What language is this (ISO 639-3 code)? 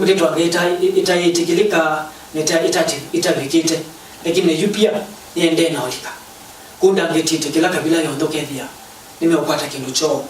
kam